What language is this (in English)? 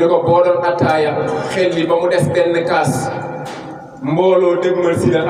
Wolof